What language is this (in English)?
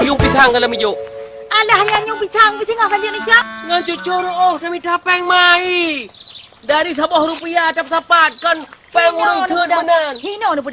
Achinese